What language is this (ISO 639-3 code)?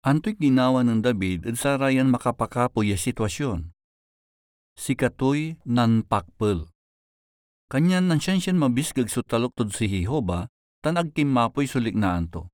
pag